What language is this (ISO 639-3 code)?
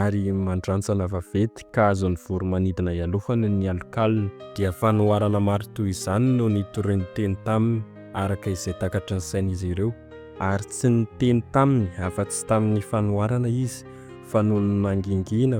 mlg